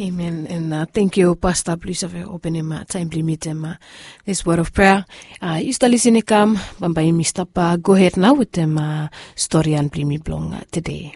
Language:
Bislama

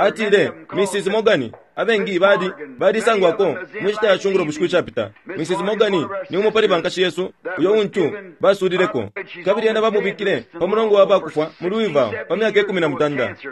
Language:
Bemba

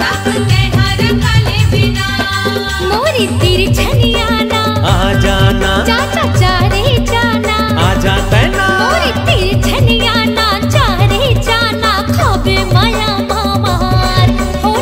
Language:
Chhattisgarhi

